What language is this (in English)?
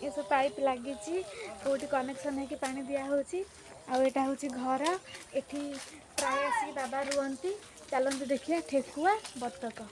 Odia